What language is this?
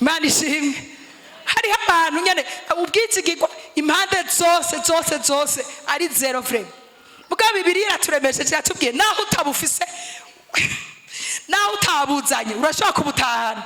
Rundi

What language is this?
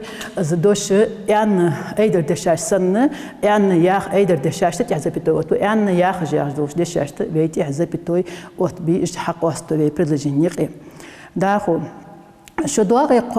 Ingush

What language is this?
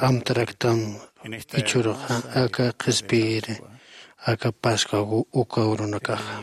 Aymara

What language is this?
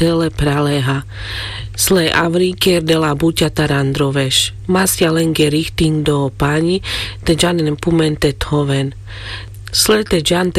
Carpathian Romani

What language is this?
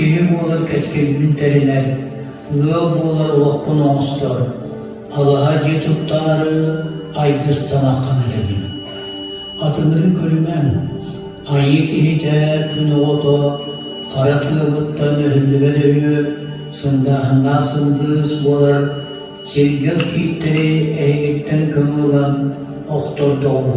Yakut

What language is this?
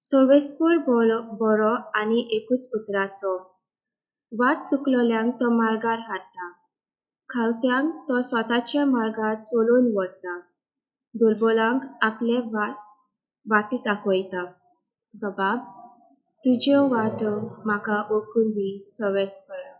Konkani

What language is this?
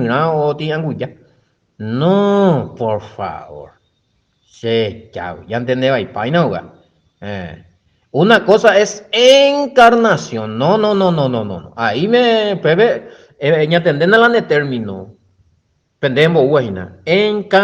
Guarani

